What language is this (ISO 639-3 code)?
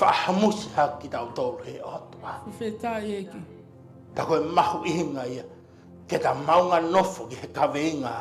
ton